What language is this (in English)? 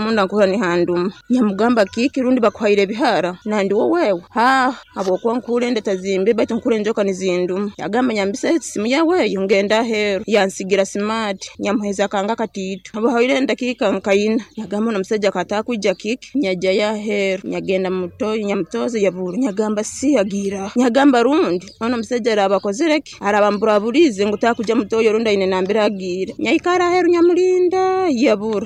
Nyoro